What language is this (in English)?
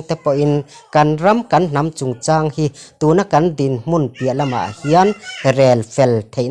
Mizo